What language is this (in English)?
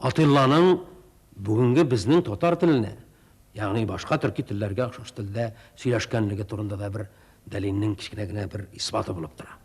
Tatar